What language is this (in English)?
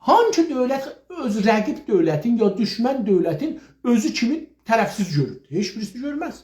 South Azerbaijani